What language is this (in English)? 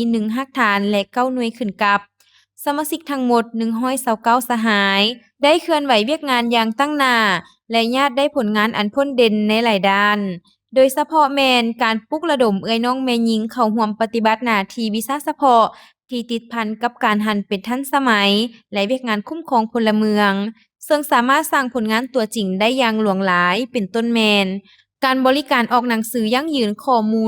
Lao